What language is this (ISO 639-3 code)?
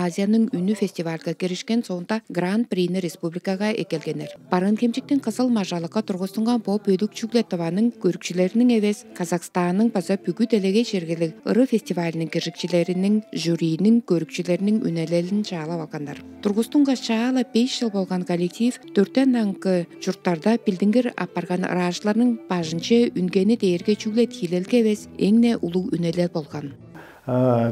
tyv